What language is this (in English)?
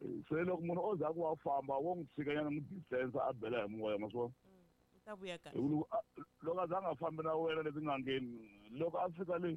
Tsonga